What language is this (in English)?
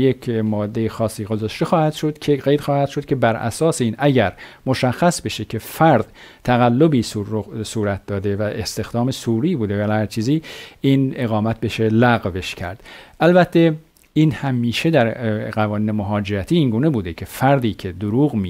Persian